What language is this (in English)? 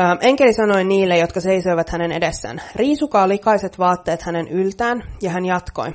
Finnish